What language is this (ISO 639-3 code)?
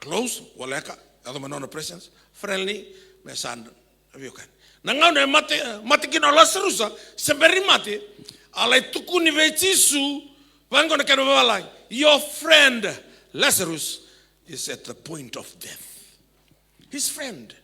fij